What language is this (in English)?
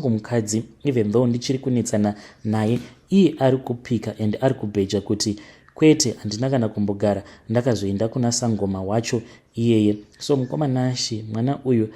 Shona